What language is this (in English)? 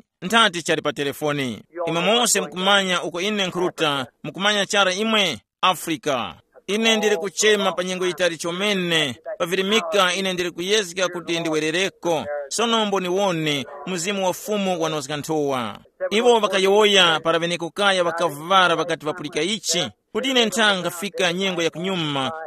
Tumbuka